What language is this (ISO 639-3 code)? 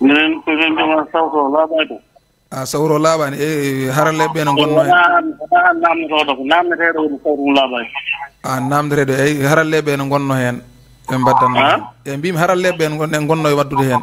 ful